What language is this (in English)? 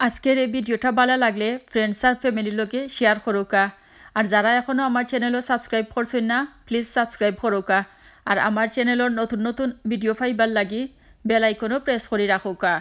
Sylheti